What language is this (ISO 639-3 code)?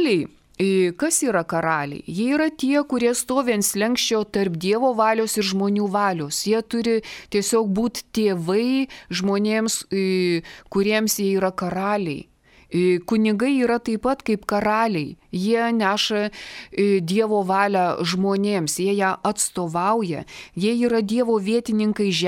lit